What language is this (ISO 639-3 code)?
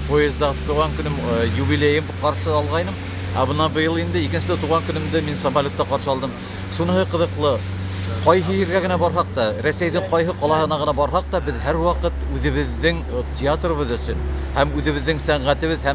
bak